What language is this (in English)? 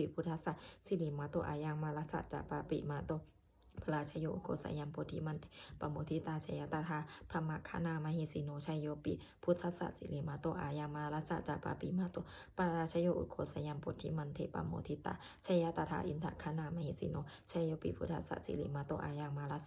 Pali